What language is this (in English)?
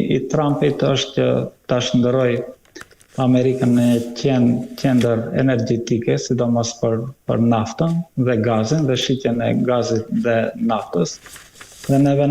Albanian